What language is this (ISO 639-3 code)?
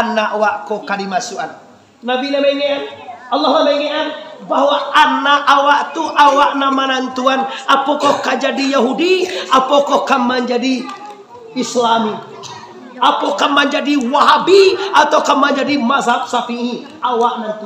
min